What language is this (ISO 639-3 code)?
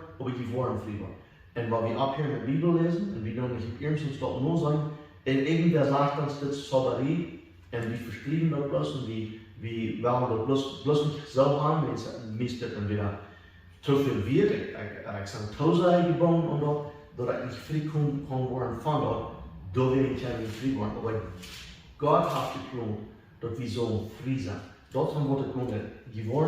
pdt